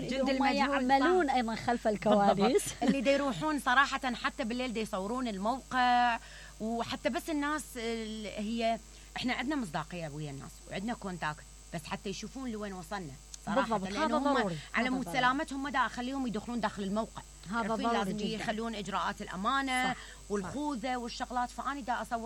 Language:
Mesopotamian Arabic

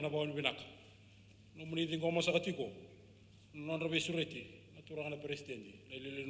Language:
Fijian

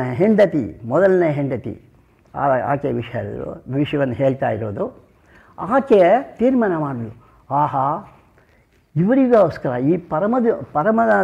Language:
Kannada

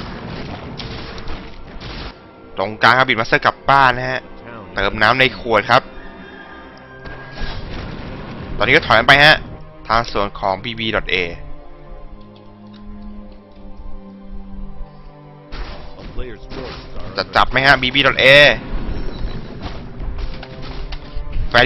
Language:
Thai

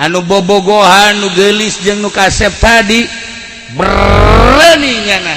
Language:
Sundanese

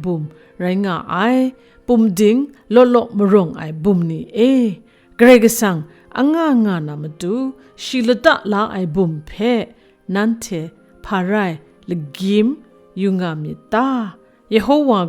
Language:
Kachin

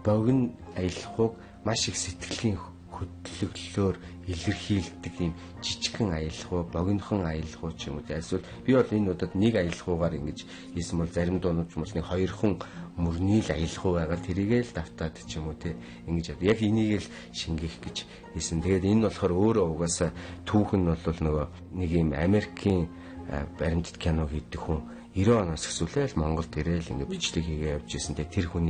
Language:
Mongolian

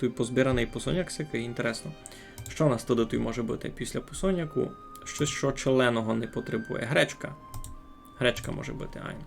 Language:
Rusyn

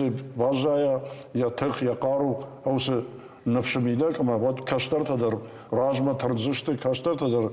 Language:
Ossetic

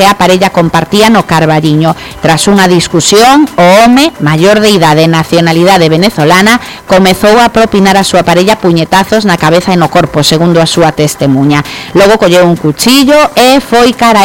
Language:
Galician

